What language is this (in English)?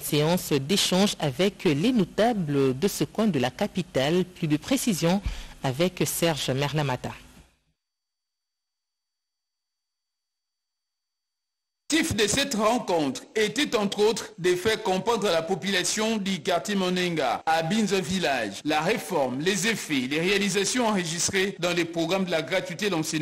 French